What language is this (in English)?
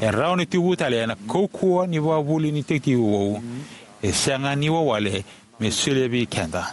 Fijian